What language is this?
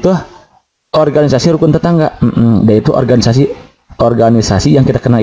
Indonesian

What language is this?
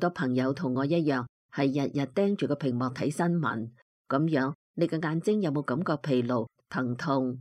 Cantonese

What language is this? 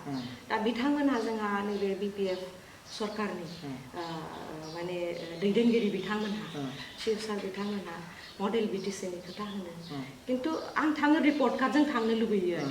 Bodo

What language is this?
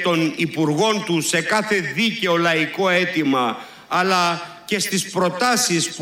Greek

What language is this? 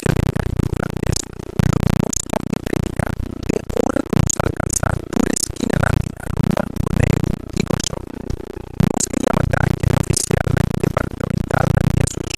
Papiamento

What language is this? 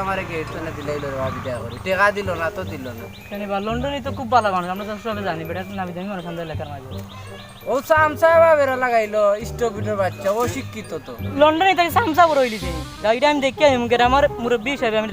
Sylheti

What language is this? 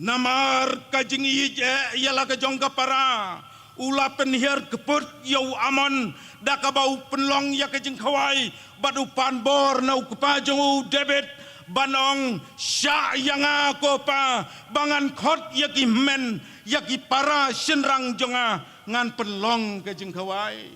Khasi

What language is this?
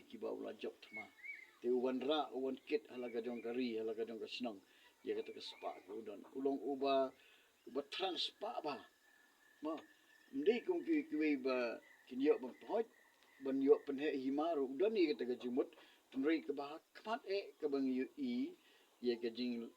Khasi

